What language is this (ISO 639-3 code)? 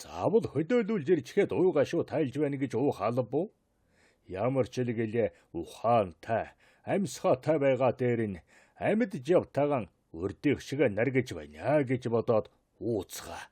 mon